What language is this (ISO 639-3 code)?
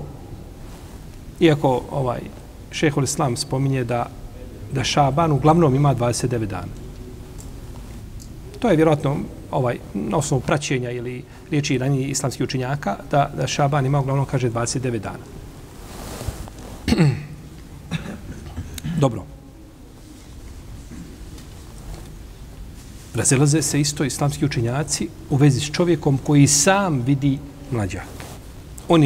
bos